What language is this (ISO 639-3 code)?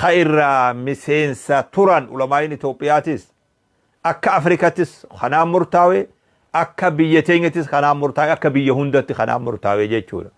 orm